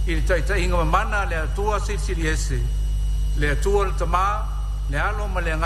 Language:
Samoan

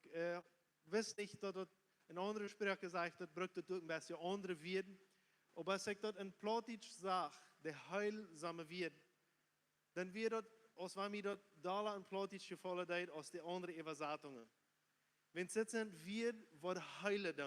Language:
Plautdietsch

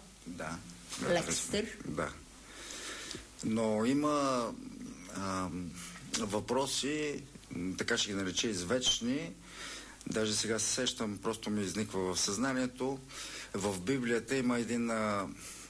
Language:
Bulgarian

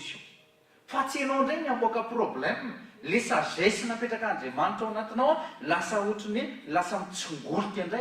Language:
Malagasy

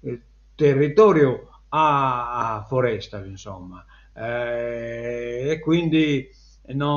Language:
Sardinian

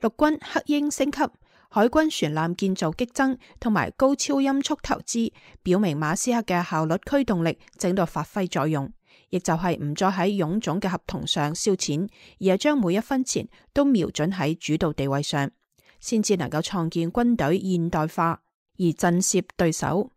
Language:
Cantonese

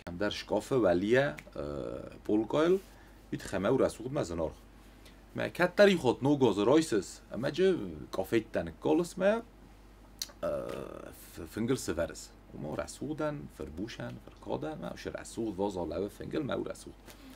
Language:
Ossetic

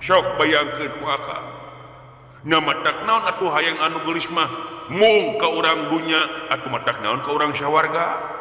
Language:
Sundanese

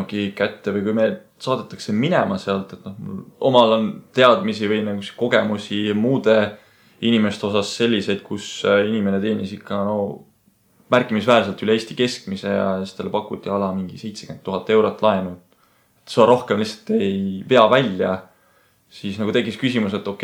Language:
Estonian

